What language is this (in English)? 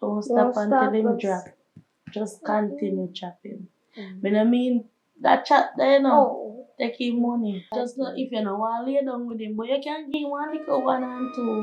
Jamaican Creole English